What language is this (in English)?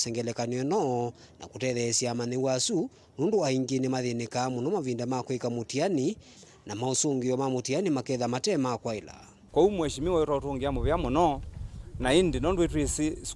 Kamba